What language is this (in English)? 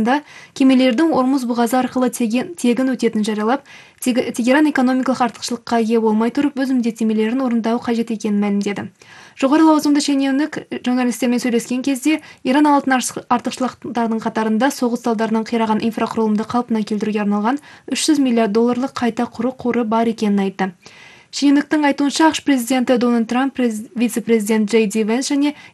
Kazakh